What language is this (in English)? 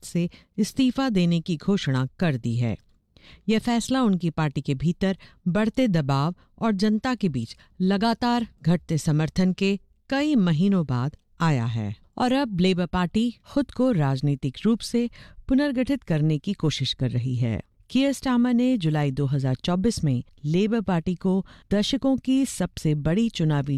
Hindi